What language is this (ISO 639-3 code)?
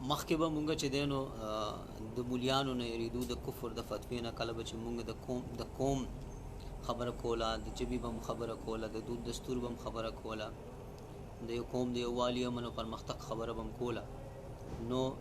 pus